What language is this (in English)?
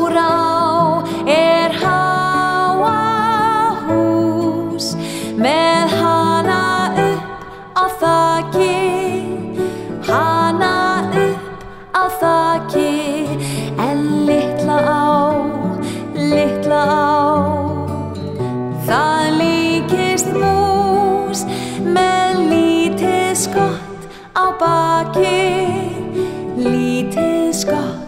Icelandic